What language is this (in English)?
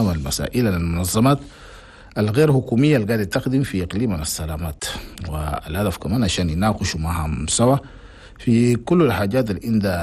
Chadian Arabic